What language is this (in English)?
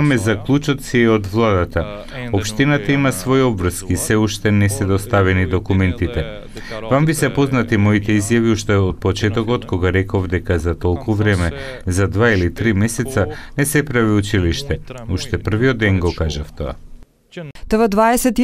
Macedonian